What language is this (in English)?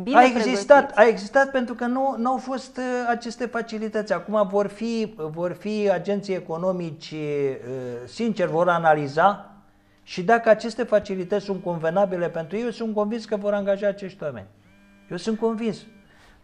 Romanian